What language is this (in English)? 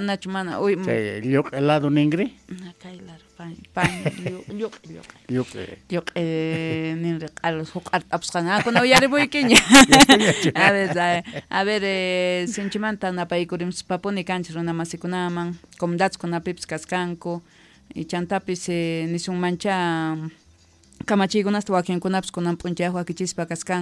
South Bolivian Quechua